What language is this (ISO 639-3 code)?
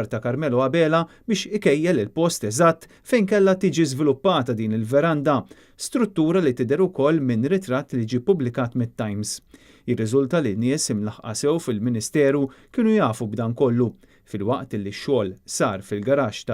mlt